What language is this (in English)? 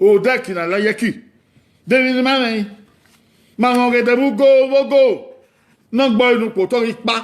Bini